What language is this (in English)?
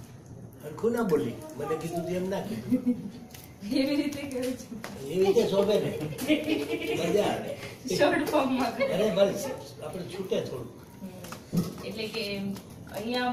Gujarati